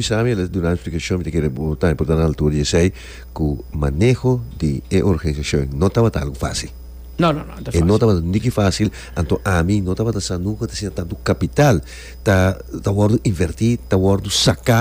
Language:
Papiamento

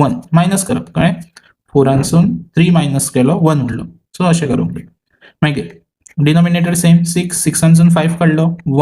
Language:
Konkani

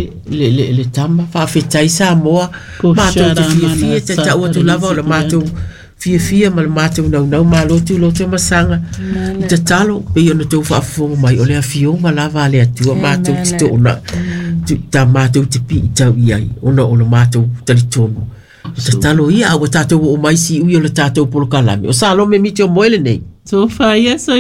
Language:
Samoan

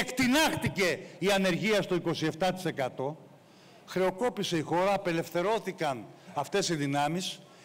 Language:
Greek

